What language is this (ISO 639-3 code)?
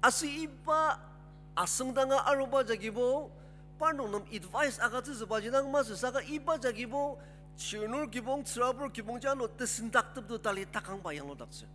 njo